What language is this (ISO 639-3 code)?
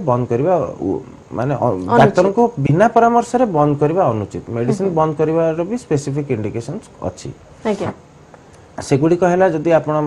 ori